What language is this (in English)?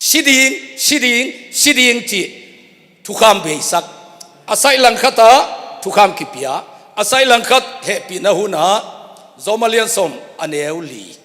Tedim Chin